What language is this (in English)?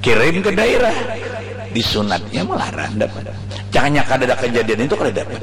Banjar